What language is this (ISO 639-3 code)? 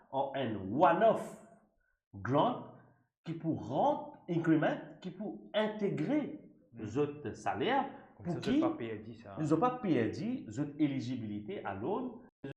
mfe